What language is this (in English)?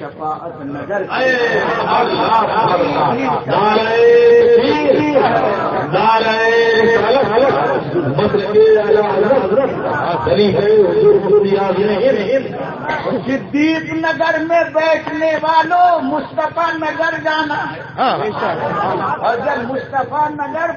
Urdu